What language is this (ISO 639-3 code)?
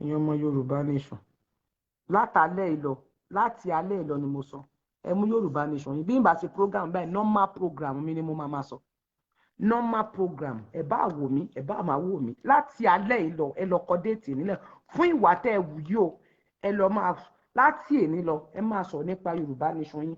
yor